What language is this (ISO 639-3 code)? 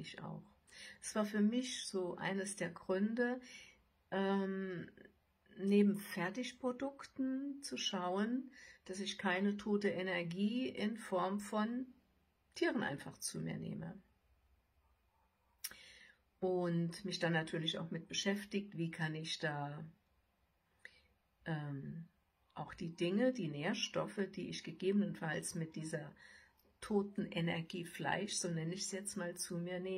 deu